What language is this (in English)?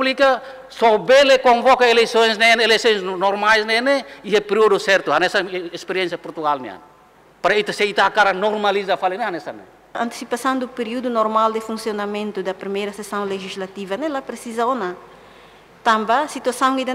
Tetum